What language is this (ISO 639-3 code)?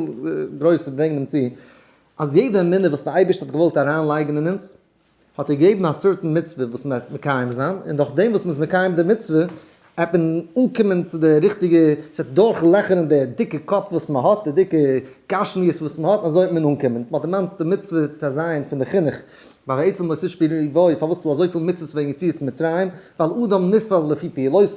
yid